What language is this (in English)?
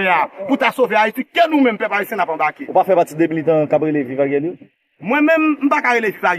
Haitian Creole